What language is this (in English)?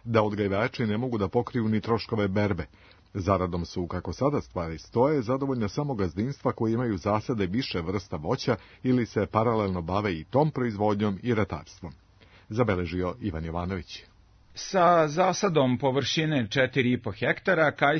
Serbian